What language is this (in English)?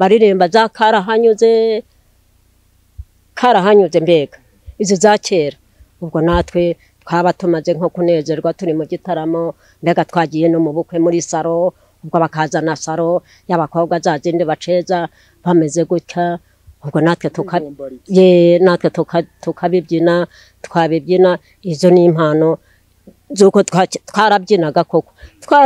Kinyarwanda